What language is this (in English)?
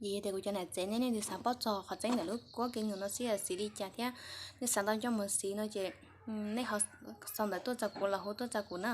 Hmong